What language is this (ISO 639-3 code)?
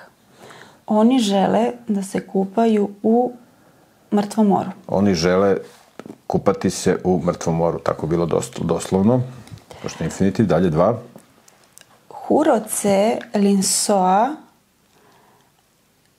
srp